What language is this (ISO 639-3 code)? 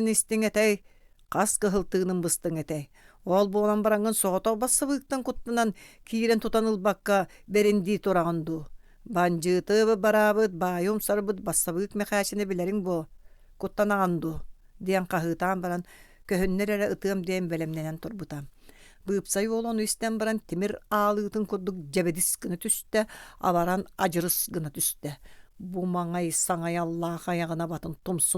sah